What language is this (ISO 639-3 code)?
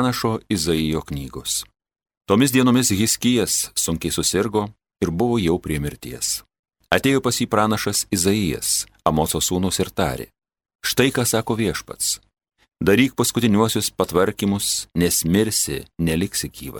lit